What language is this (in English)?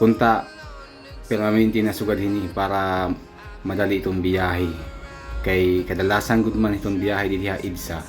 Waray